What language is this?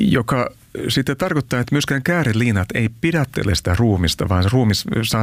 Finnish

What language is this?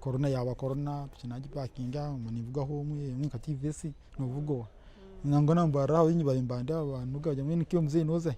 Nyankole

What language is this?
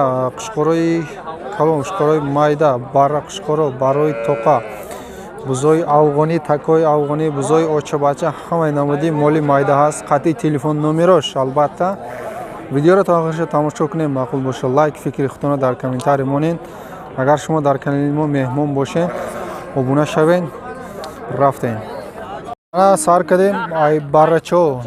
Tajik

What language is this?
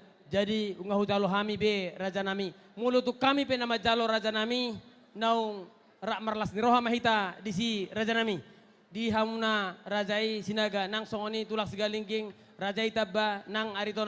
Batak Toba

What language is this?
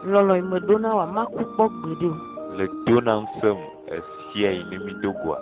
Ewe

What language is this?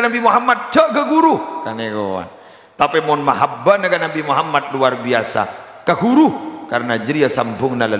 Madurese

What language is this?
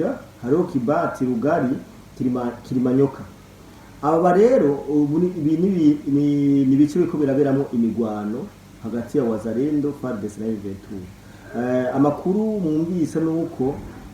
Rundi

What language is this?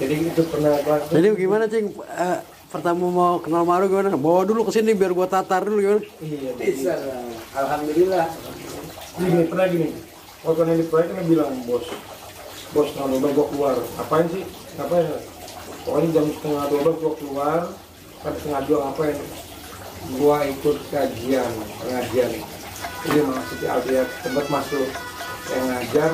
Betawi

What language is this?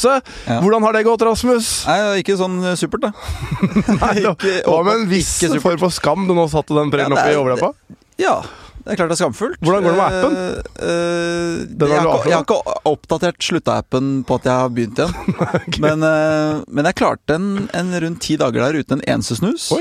Norwegian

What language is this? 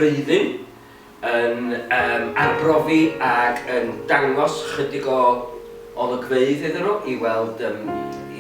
Welsh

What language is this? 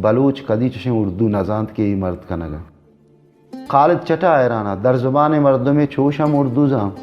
Baluchi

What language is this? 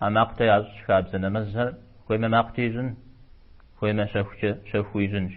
Kabardian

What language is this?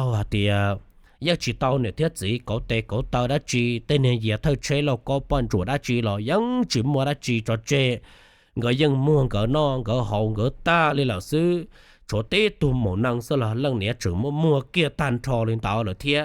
Hmong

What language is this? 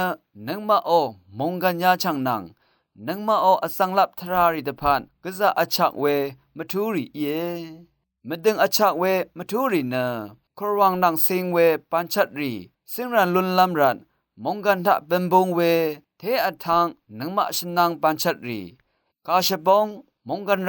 Rawang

